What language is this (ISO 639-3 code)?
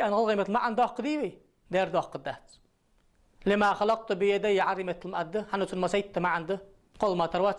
inh